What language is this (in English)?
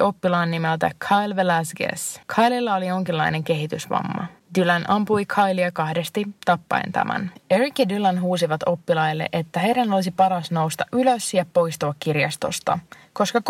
Finnish